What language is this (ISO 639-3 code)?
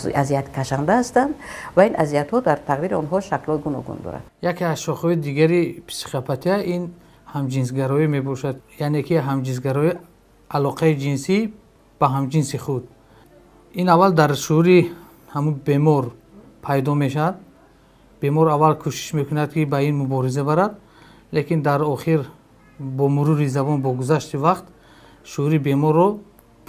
tgk